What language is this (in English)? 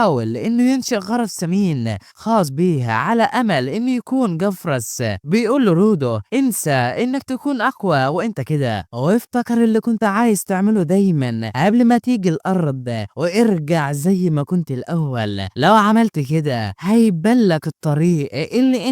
Egyptian Arabic